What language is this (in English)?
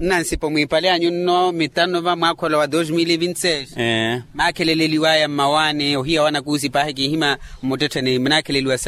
Makhuwa